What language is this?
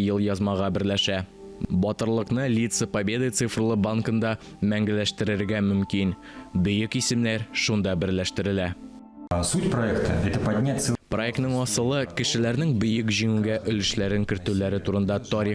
Tatar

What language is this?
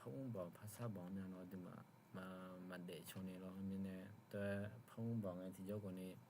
Akha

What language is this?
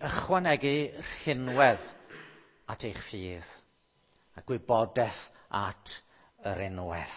Welsh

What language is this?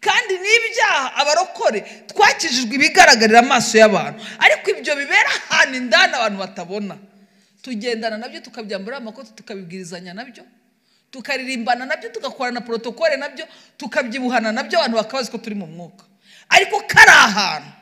Kinyarwanda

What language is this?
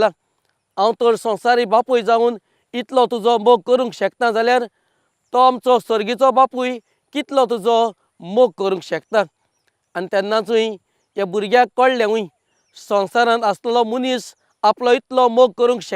Konkani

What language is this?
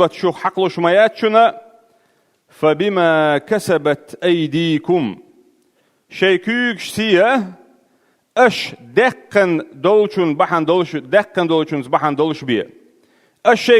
Chechen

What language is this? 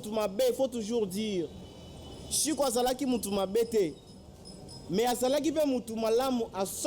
Lingala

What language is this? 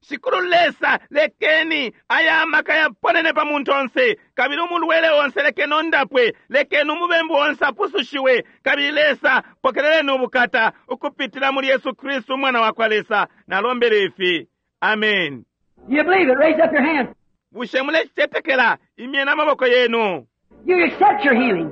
Bemba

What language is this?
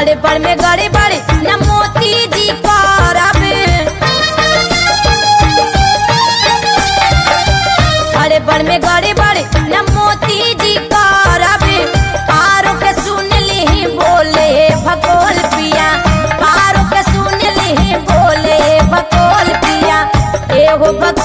Bhojpuri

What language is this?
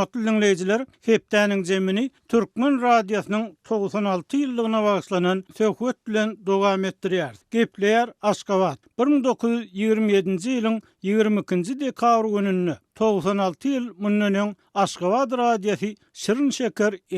Turkmen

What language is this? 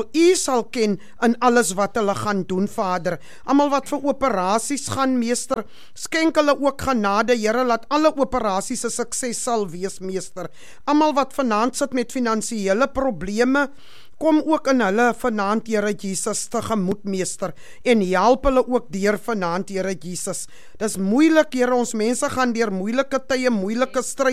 Afrikaans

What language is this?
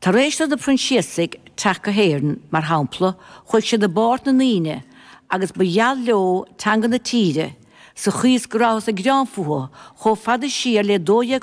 Irish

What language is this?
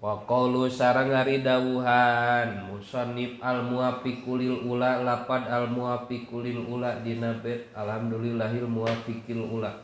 Sundanese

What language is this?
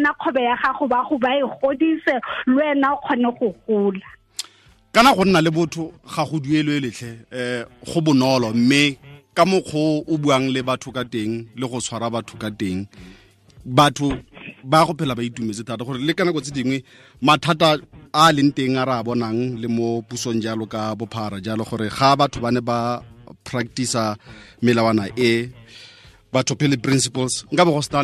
Tswana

